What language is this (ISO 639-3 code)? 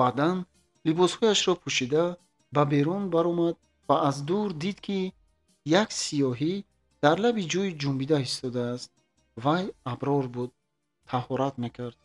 tgk